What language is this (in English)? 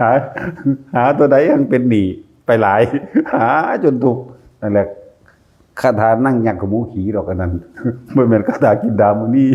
Northeastern Thai